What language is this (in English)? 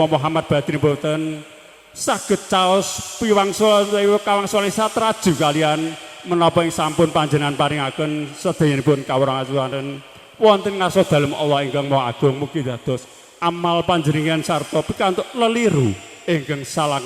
Javanese